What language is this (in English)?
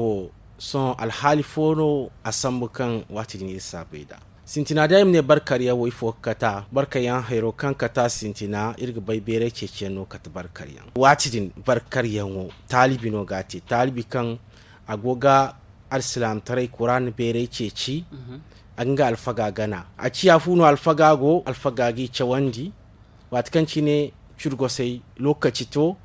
Zarma